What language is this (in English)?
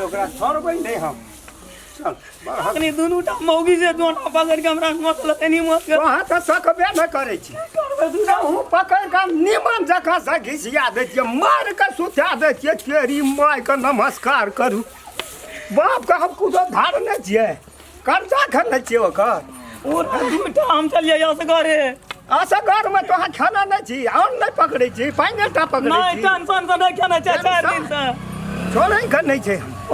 Maithili